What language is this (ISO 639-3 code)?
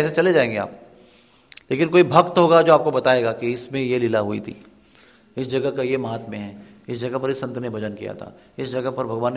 hin